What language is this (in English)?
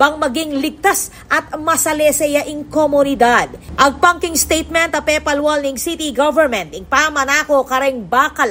Pampanga